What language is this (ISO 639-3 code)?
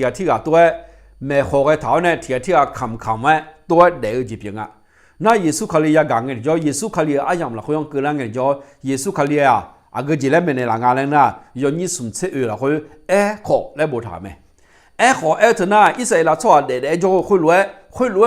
ahk